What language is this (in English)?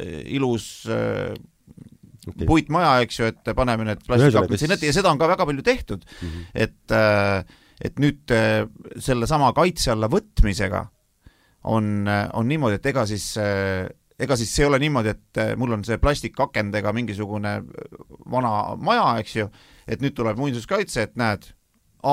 Estonian